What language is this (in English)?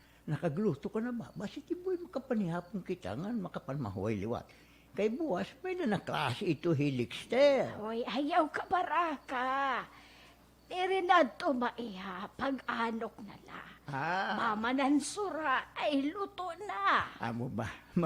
Waray